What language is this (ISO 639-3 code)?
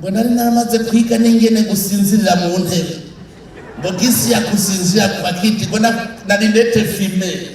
run